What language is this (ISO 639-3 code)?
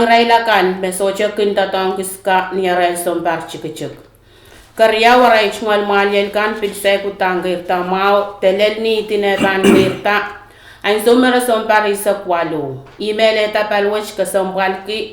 pon